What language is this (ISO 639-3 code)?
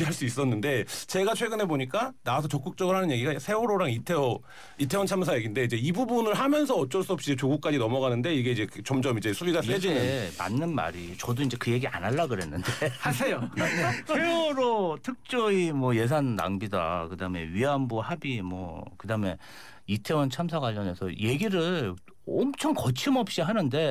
kor